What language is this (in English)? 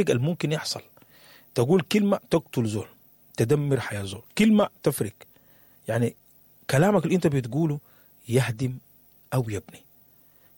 Sudanese Arabic